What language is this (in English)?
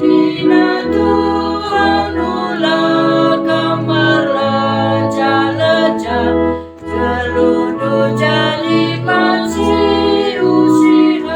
Batak Karo